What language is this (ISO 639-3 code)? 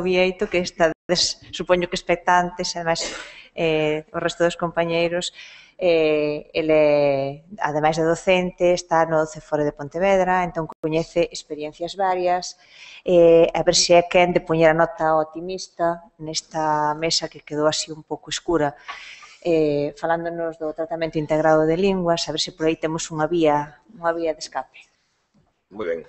glg